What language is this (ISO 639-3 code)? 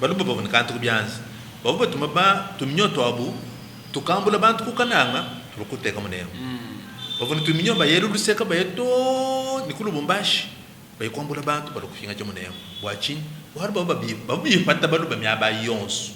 lua